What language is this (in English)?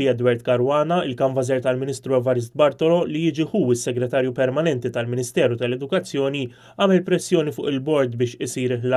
Maltese